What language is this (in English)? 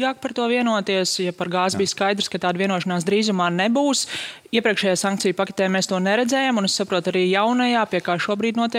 Latvian